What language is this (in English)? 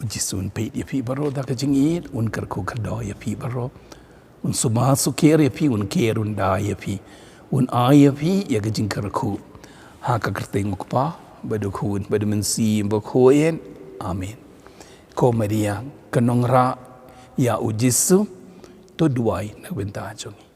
Khasi